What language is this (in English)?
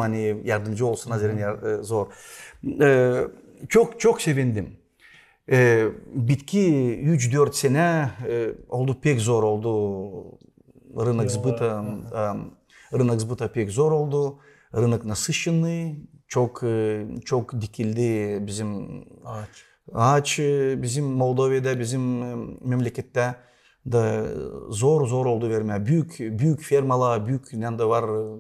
Gagauz